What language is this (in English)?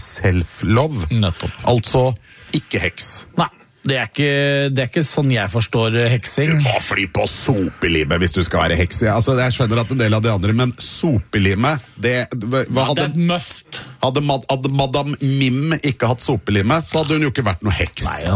Norwegian